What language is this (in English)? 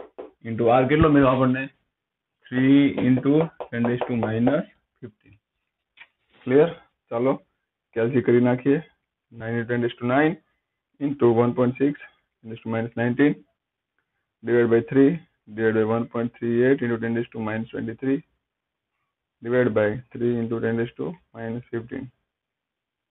Gujarati